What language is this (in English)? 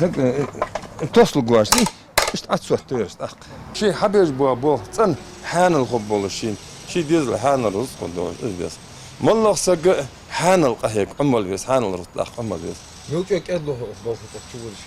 Ingush